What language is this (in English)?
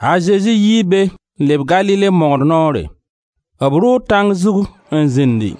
Mossi